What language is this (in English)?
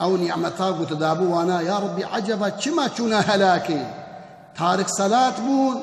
Kurdish